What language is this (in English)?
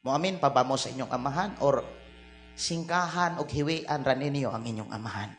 Cebuano